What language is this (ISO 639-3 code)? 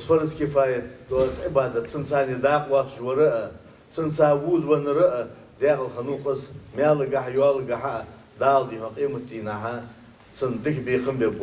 inh